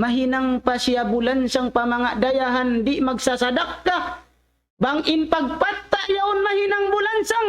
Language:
Tausug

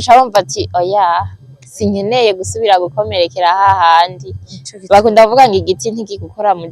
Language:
Rundi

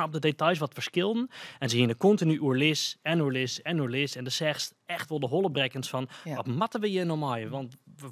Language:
Western Frisian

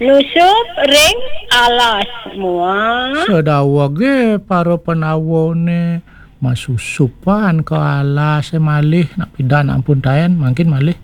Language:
Balinese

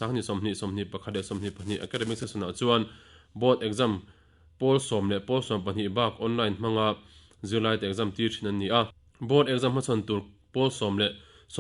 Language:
Mizo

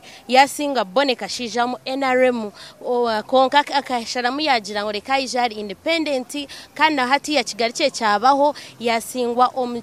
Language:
Nyankole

